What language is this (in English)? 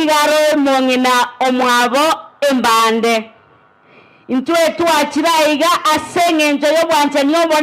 Gusii